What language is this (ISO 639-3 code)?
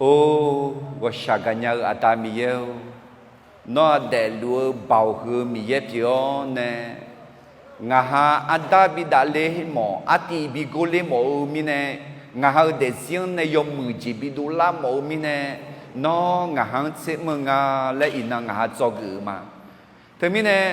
ahk